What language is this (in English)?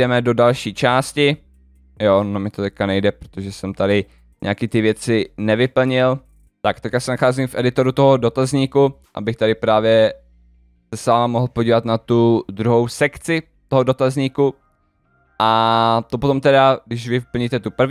Czech